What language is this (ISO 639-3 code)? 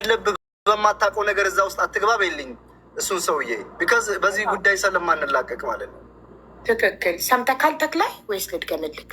amh